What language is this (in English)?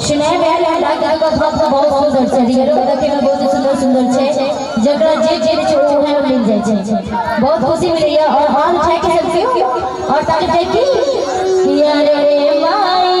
Maithili